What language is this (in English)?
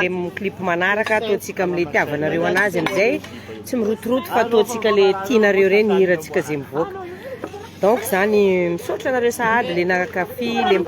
Malagasy